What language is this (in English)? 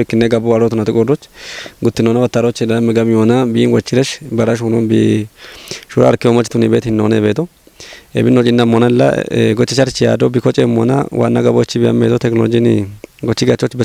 Kafa